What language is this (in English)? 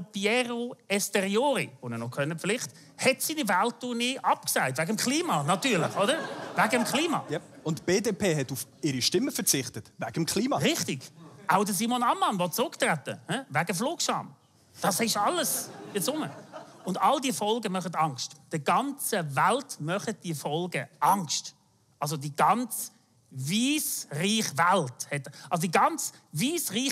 Swiss German